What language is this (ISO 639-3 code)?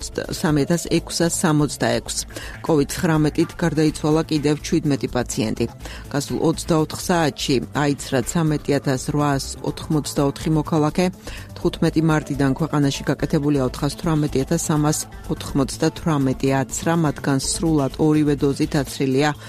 kat